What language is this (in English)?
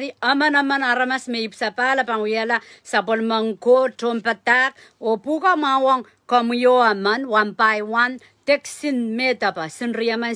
Pohnpeian